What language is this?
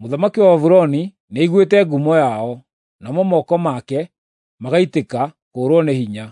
Kikuyu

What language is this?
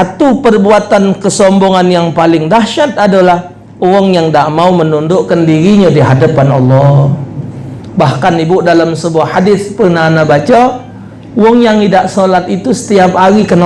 Musi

